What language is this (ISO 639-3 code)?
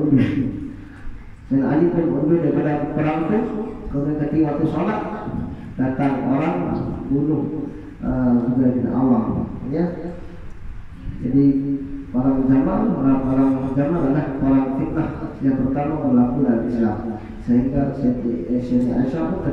msa